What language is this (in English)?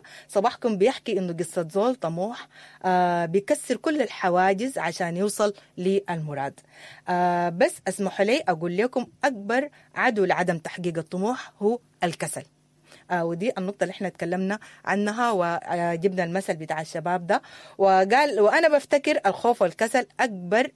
Sudanese Arabic